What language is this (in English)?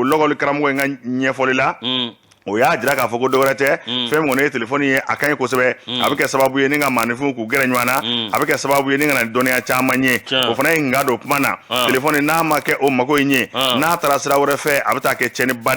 Bambara